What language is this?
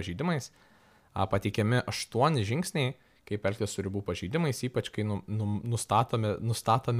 Lithuanian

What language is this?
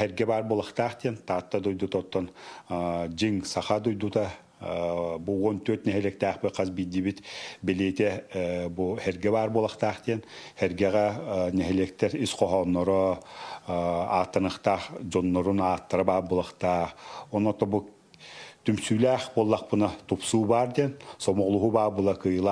Yakut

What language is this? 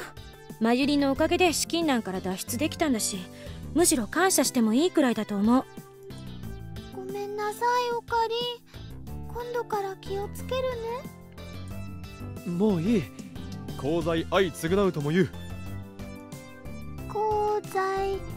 Japanese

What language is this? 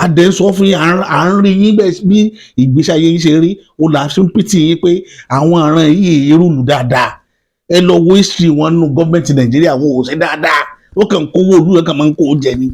Yoruba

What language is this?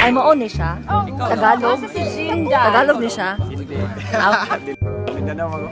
Cebuano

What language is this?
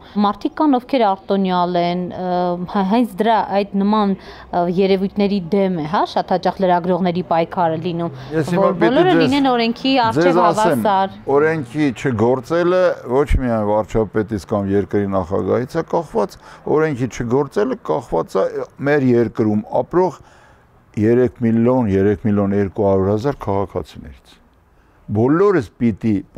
Armenian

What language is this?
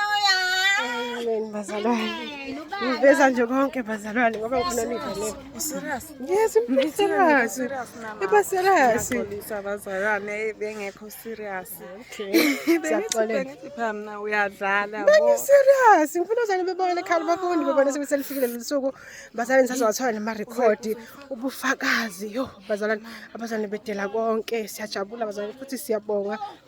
Zulu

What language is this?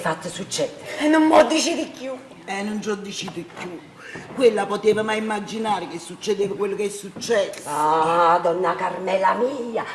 Neapolitan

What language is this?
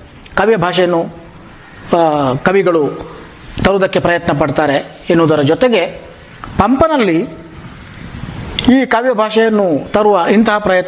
Kannada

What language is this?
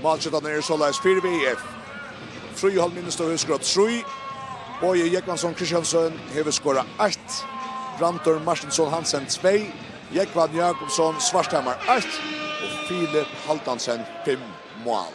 Faroese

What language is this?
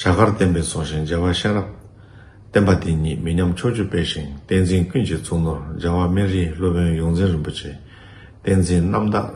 Tibetan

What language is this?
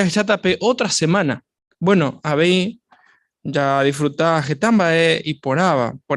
Guarani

